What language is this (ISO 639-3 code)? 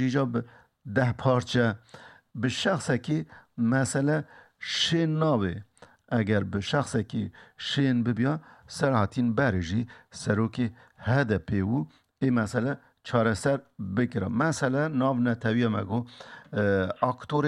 kur